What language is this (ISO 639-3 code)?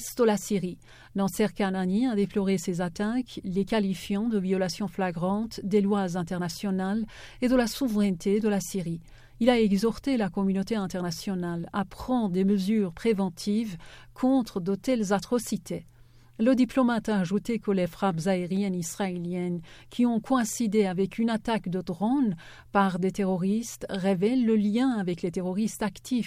fra